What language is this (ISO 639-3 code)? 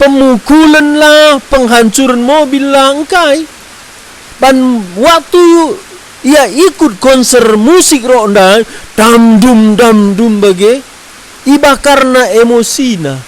btx